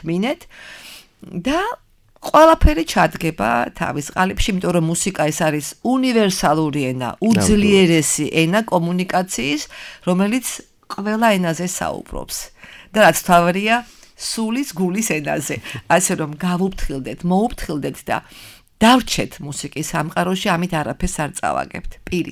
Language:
Georgian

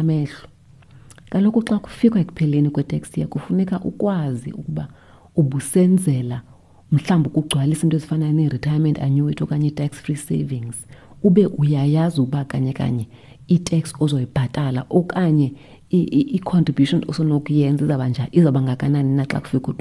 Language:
Xhosa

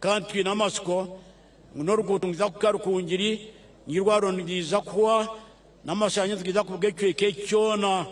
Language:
Nyankole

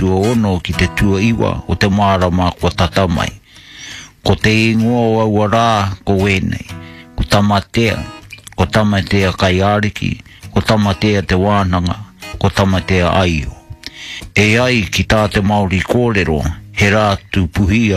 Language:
Māori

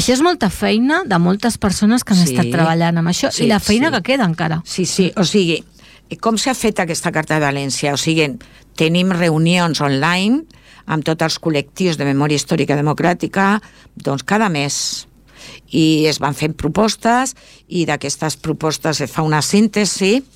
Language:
Catalan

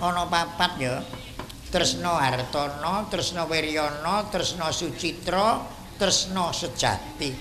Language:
Javanese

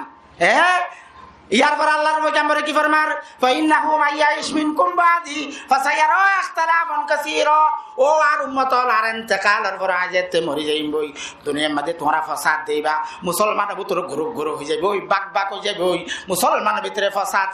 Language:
Rohingya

